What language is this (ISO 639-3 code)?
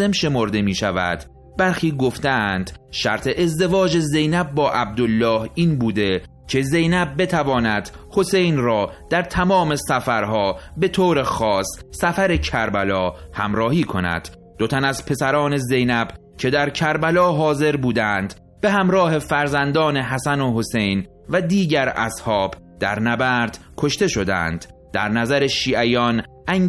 fas